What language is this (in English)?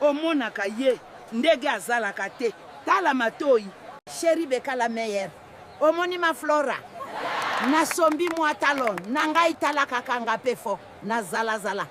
Lingala